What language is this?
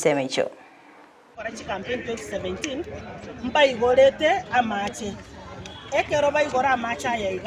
Gusii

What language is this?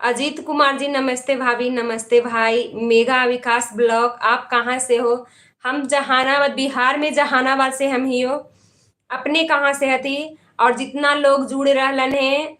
Magahi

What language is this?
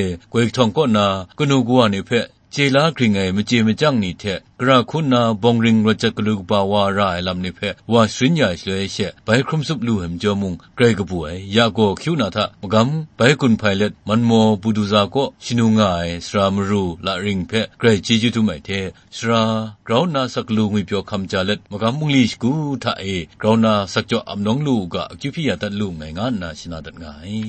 Kachin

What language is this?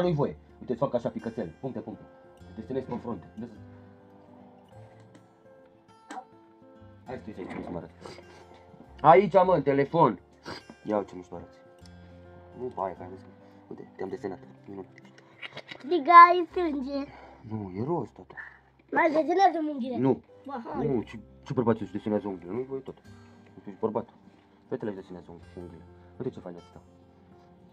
Romanian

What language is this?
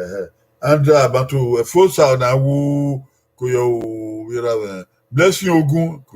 Bini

